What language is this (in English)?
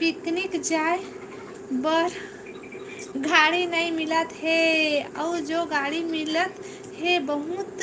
Chhattisgarhi